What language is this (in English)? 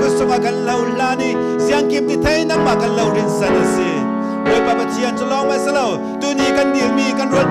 Falam Chin